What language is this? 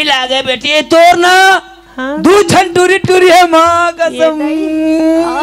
Chhattisgarhi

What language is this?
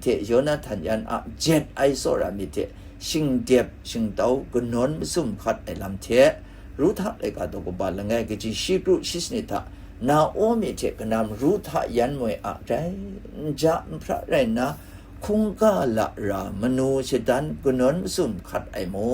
Kachin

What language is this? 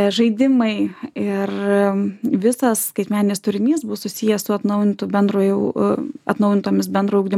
Lithuanian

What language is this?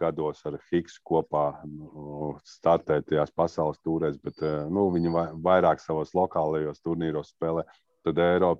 Latvian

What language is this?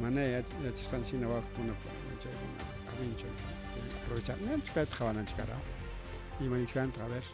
Ayacucho Quechua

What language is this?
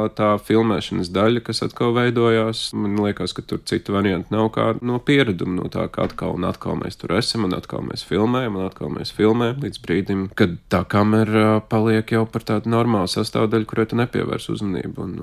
Latvian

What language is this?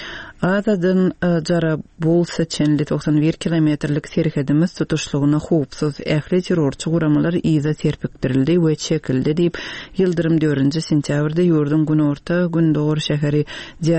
Turkmen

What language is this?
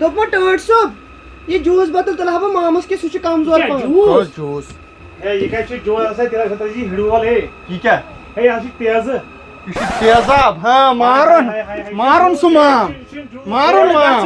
Kashmiri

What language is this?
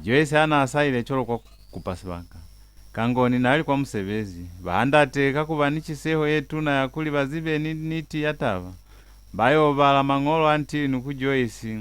Lozi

